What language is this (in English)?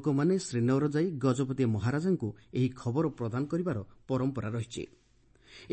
Odia